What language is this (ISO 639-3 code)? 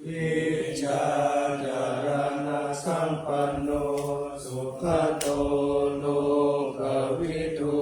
pli